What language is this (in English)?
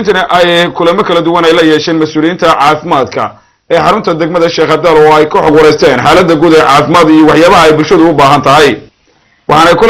Somali